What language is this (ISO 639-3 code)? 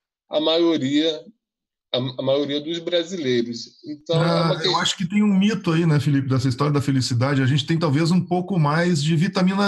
por